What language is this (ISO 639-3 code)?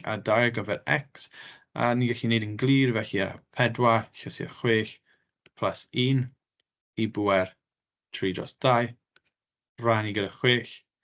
cym